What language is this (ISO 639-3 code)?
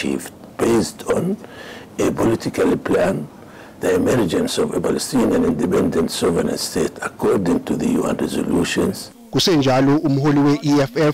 zul